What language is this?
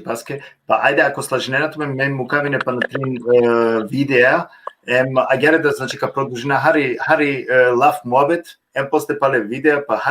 Balkan Romani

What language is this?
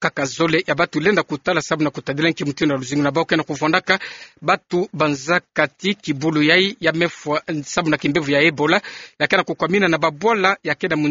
Kituba (Democratic Republic of Congo)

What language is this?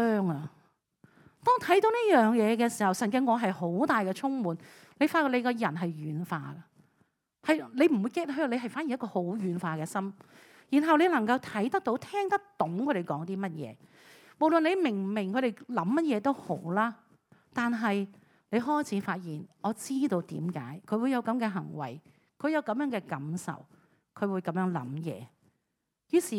Cantonese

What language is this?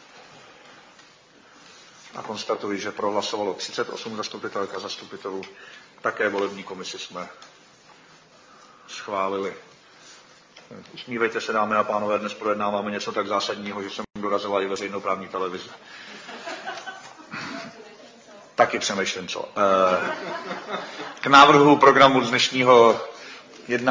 Czech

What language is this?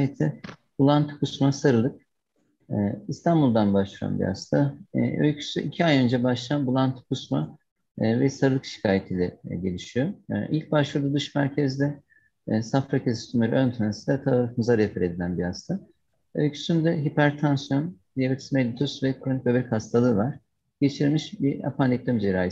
Turkish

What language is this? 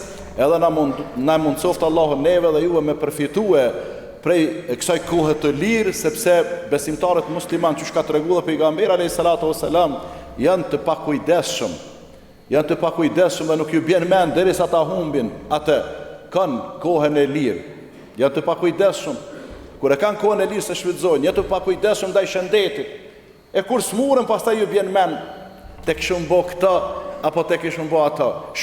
Albanian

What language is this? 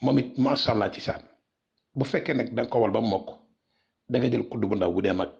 Wolof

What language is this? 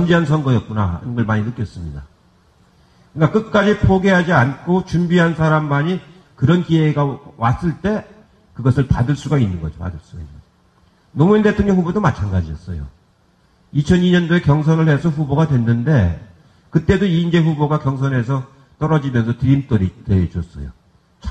Korean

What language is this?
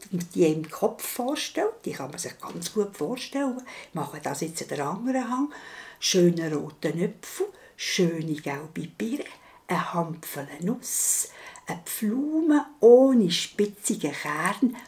Swiss German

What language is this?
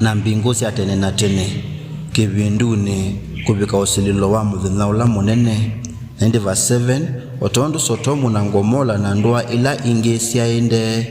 Kamba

